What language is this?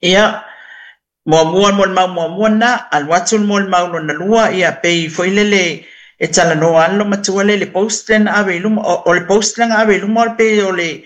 Samoan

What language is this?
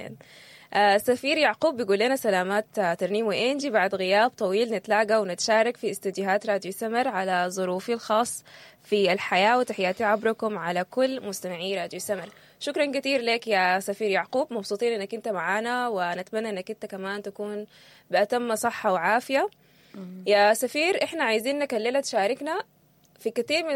Sudanese Arabic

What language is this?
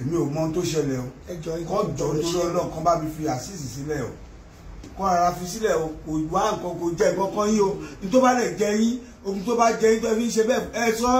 Yoruba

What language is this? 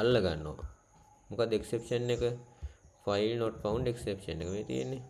Sinhala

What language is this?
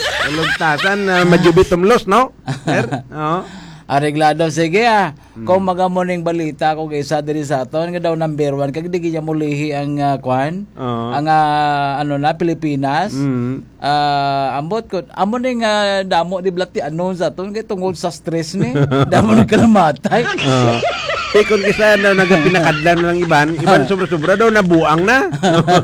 Hiligaynon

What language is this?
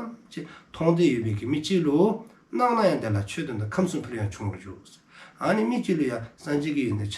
Dzongkha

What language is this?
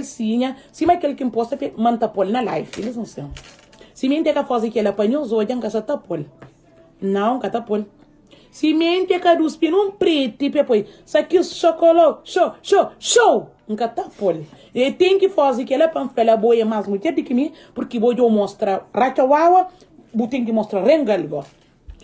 Kabuverdianu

